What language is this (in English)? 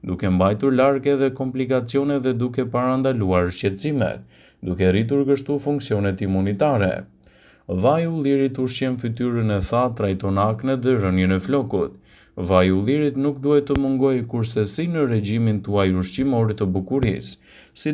Albanian